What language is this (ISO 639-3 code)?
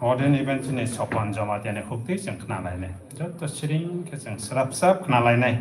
trp